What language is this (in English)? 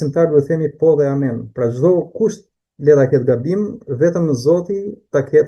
Albanian